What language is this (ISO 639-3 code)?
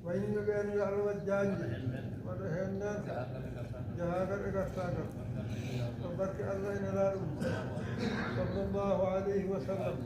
ful